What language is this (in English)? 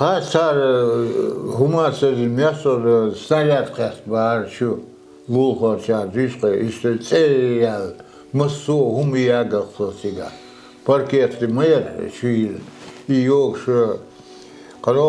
Chechen